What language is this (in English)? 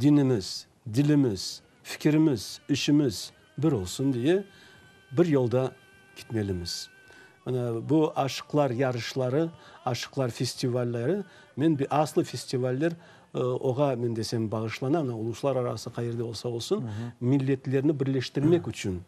Crimean Tatar